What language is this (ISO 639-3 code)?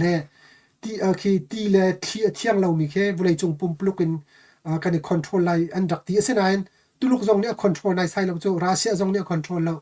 cnh